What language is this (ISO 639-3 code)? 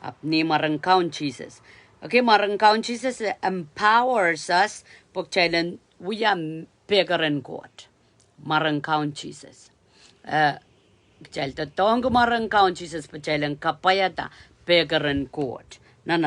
pon